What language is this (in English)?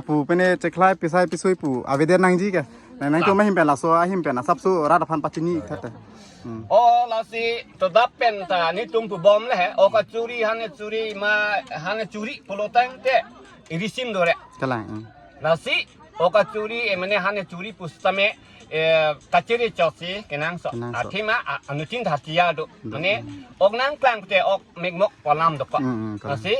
Karbi